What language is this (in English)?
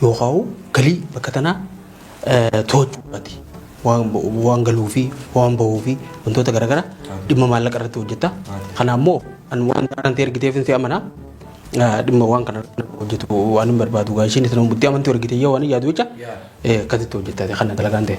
Oromo